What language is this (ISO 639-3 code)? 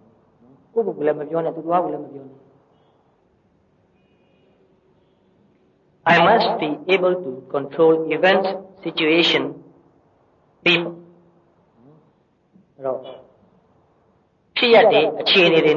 mya